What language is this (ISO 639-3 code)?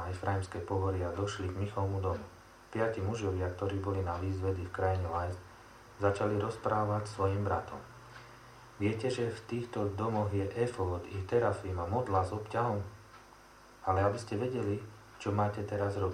slk